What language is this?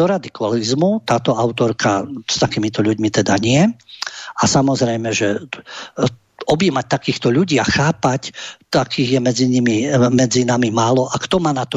Slovak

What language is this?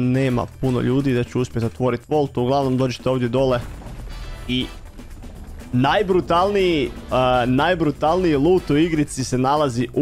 Croatian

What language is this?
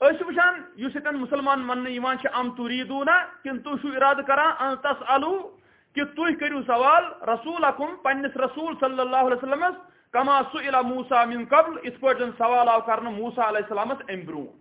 Kashmiri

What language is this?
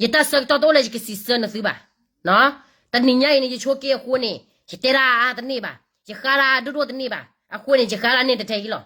S'gaw Karen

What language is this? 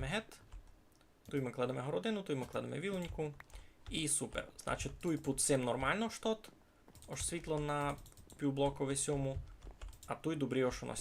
Rusyn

